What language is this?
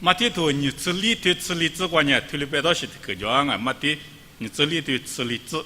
Lisu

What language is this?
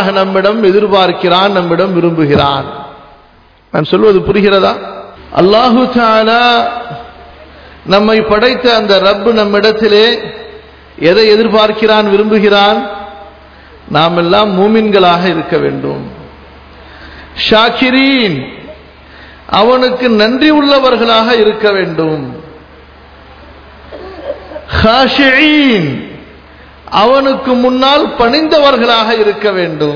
Tamil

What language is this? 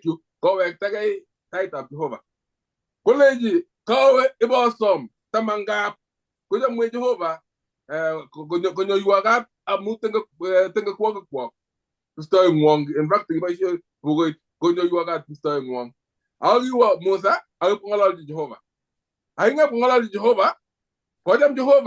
Kalenjin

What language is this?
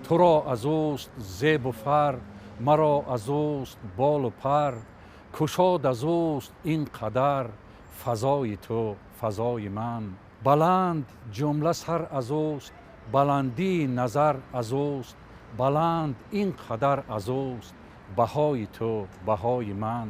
Tajik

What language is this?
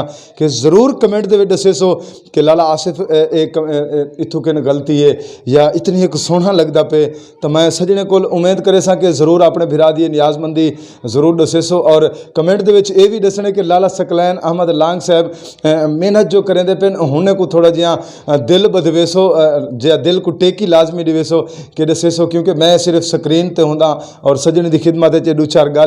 Saraiki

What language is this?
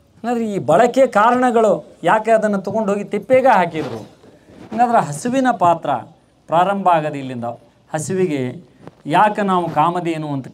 Kannada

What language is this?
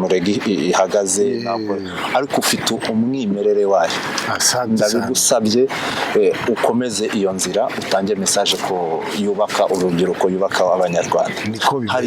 Kinyarwanda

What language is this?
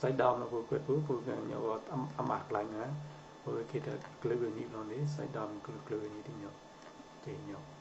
Mon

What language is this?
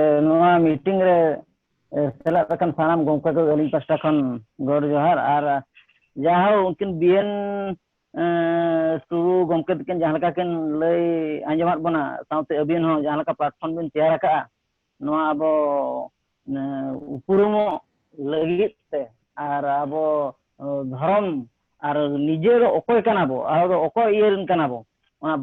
Santali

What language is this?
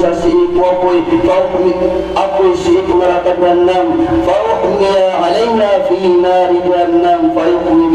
Maranao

